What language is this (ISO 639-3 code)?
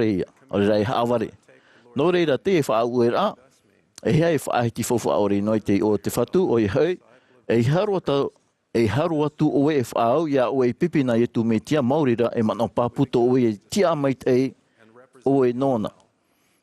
tah